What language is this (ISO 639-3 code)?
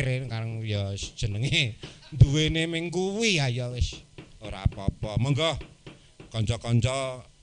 jav